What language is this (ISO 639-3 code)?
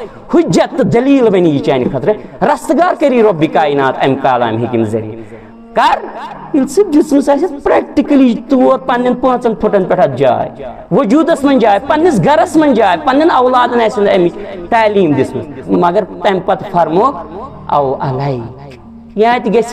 kas